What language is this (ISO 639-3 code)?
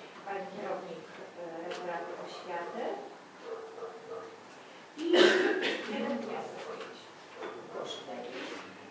pol